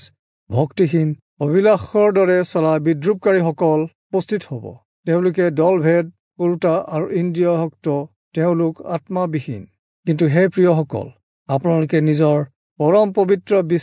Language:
Assamese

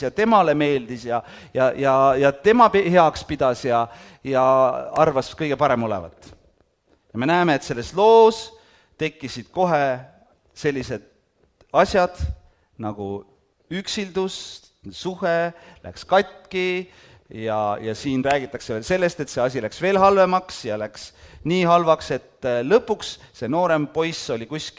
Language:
Estonian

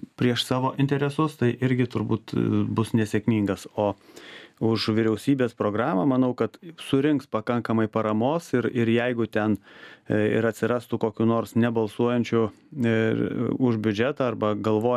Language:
Lithuanian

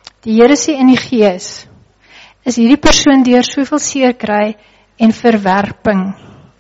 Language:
Afrikaans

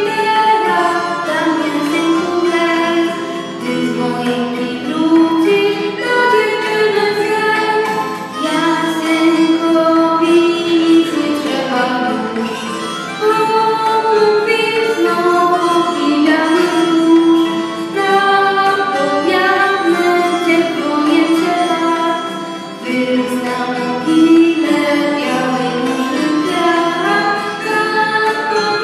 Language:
Polish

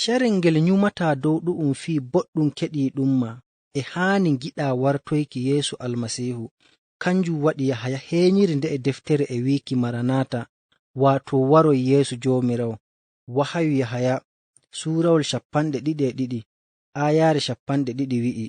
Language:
Fula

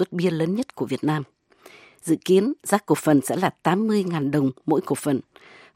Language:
Vietnamese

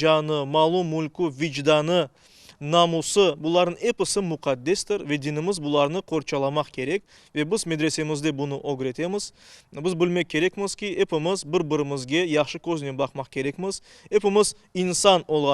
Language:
Crimean Tatar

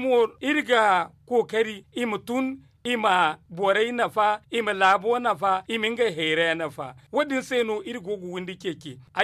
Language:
Zarma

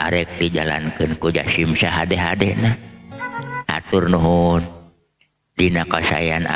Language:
Sundanese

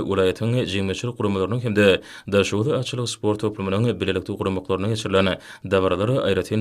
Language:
Turkmen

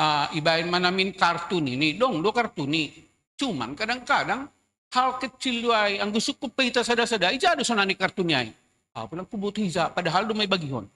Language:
Batak Simalungun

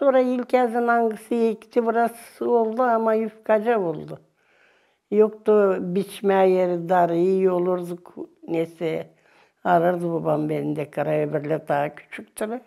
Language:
Gagauz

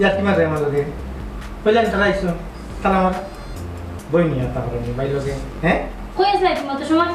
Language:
Sylheti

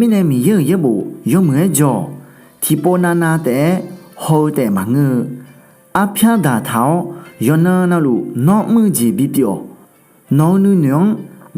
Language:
Akha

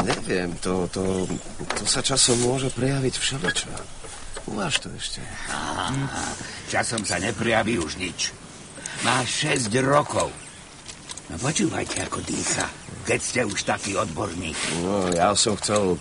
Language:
Slovak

